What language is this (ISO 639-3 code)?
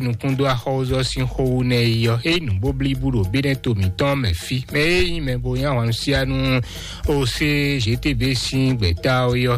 fon